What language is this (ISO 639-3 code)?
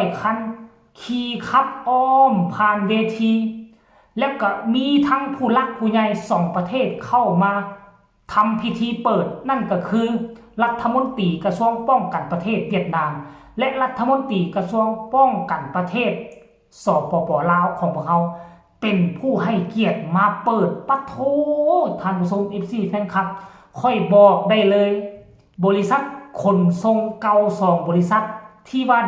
lao